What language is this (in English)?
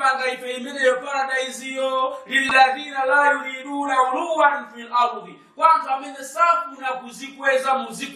Nyanja